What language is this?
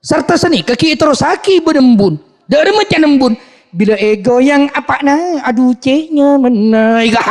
Madurese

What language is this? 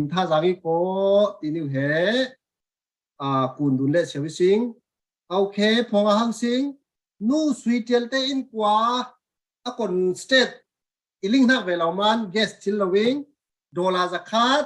Falam Chin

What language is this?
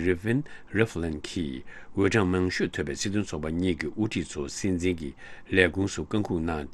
Tibetan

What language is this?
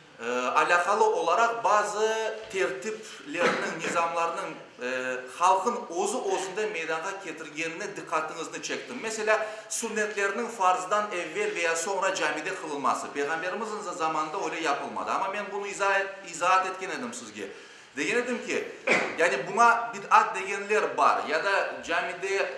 Crimean Tatar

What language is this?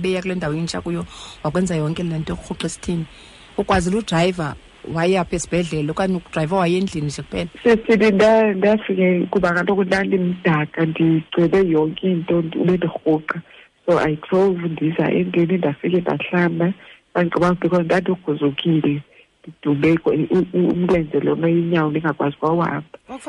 Xhosa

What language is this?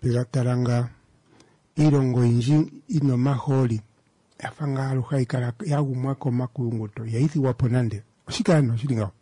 Kuanyama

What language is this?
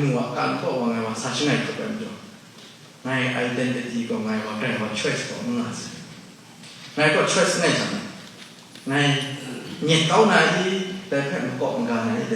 Kachin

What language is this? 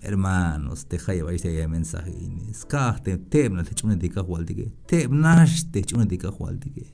Tzeltal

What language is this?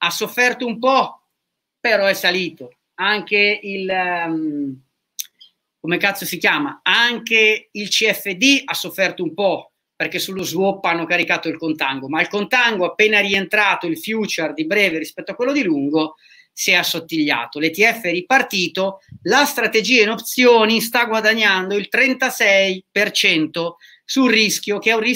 Italian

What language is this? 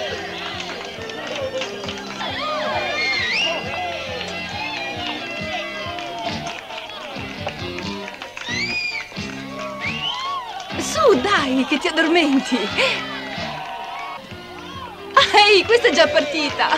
Italian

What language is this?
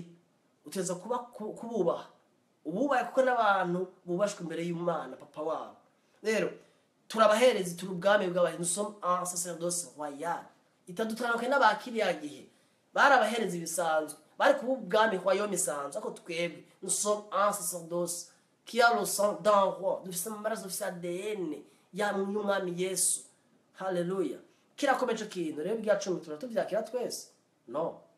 Rundi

